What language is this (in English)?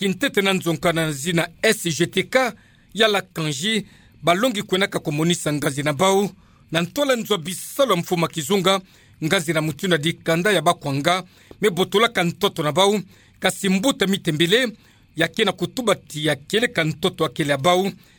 Kituba (Democratic Republic of Congo)